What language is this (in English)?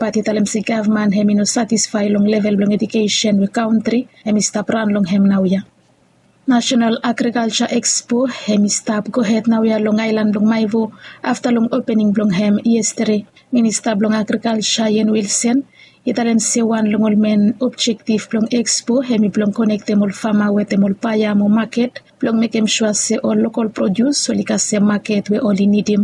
Bislama